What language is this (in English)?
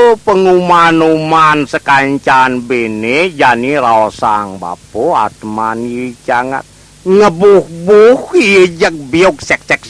Balinese